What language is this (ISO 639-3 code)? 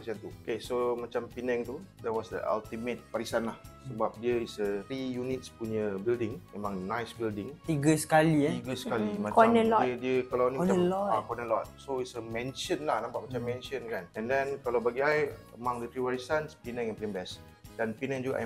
msa